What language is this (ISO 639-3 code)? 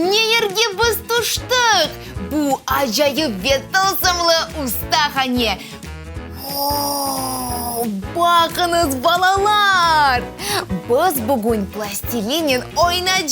crh